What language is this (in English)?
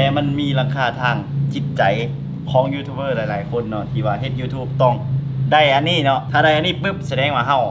Lao